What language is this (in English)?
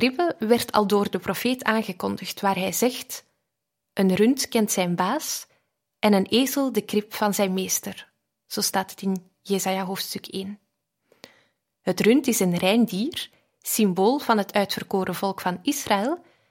Dutch